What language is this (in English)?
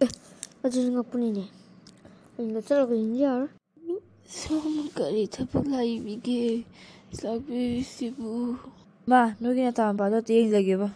Manipuri